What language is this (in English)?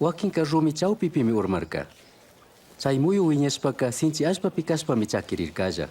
Chimborazo Highland Quichua